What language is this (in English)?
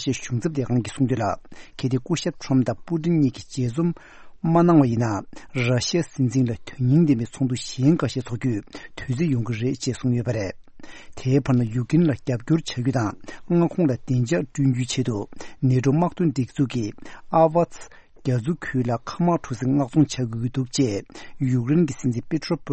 Tibetan